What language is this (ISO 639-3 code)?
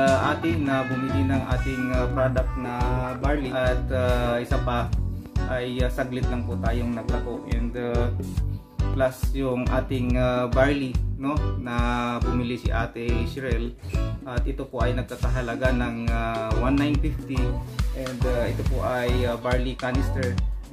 fil